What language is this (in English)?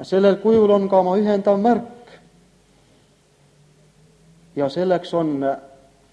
Estonian